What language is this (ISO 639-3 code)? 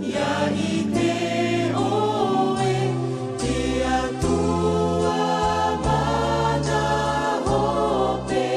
tah